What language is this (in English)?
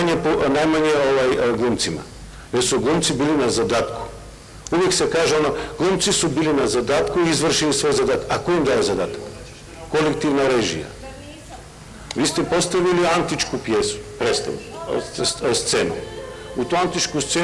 Bosnian